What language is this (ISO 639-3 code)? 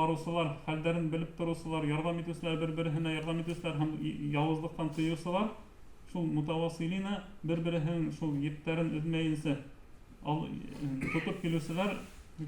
bak